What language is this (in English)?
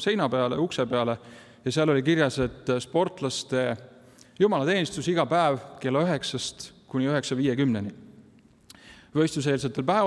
Estonian